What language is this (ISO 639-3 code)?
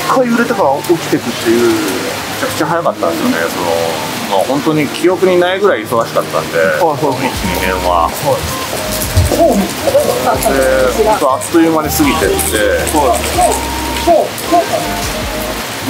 jpn